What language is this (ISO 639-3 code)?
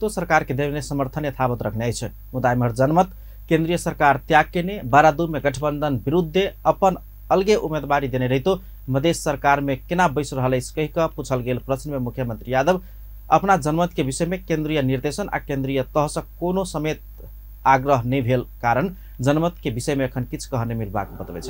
mai